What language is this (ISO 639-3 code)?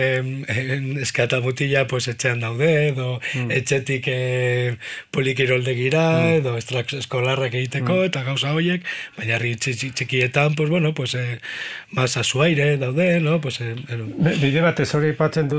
eus